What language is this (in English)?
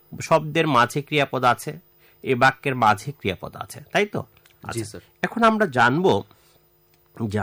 Bangla